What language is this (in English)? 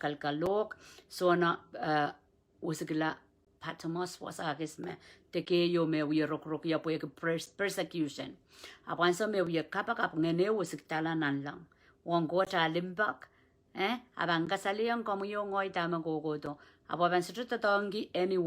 Pohnpeian